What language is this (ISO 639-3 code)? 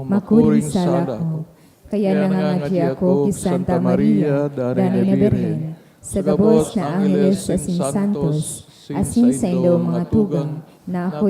bik